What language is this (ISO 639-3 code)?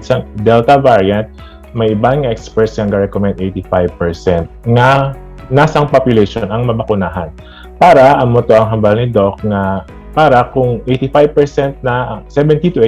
hil